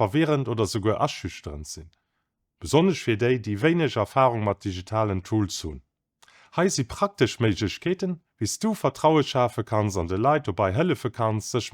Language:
Luxembourgish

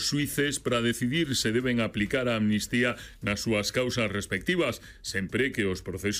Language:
Galician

